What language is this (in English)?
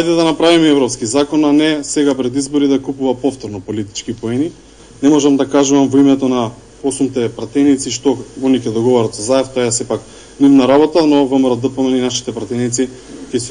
Macedonian